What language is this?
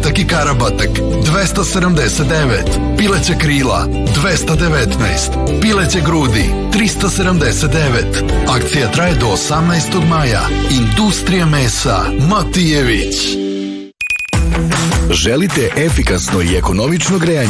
Serbian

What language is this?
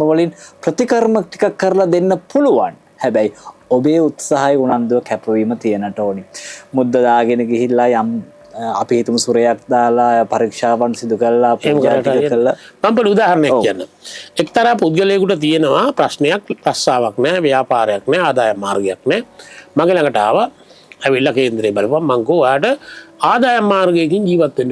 Sinhala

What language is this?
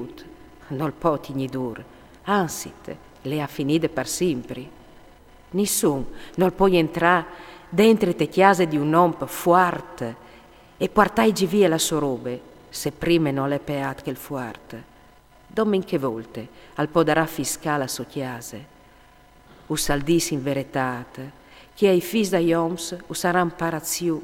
Friulian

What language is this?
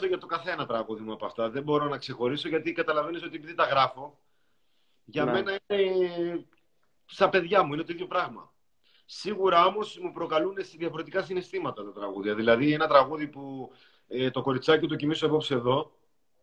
Greek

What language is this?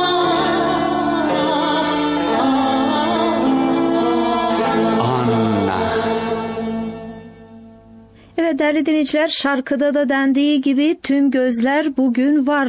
Turkish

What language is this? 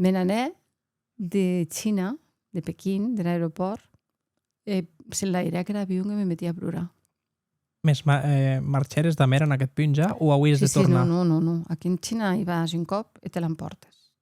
Occitan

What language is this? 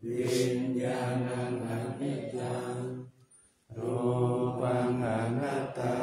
Pali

